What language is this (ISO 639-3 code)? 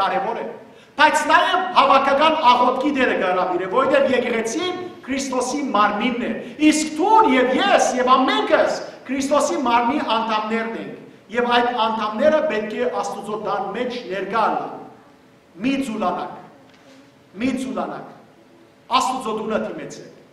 hyw